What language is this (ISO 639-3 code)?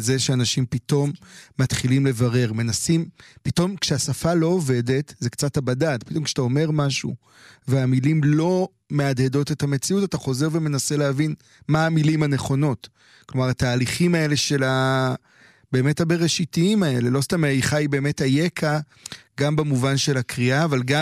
heb